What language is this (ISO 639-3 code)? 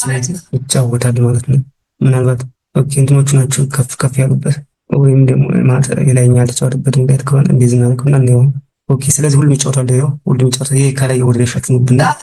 amh